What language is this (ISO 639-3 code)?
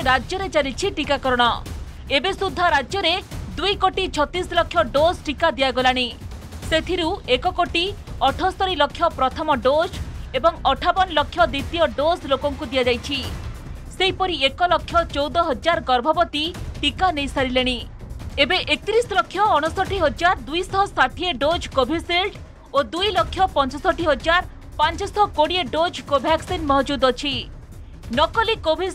ori